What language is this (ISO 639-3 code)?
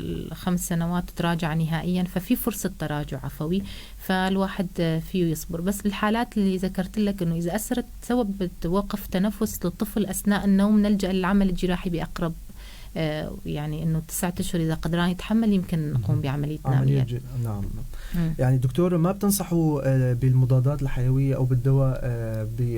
apc